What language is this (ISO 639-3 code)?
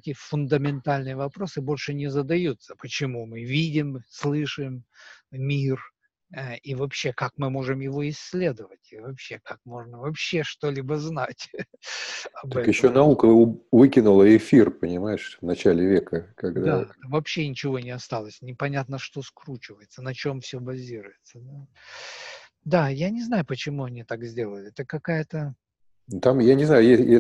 rus